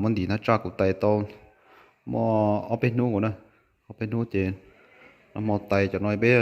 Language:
Hmong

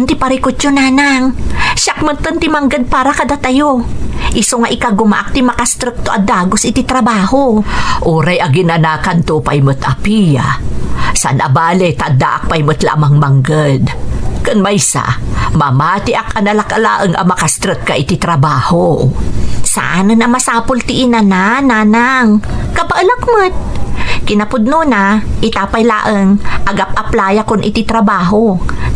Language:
Iloko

